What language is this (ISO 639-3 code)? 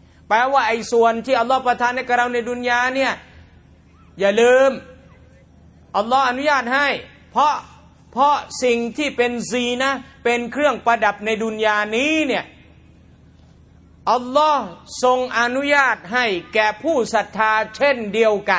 tha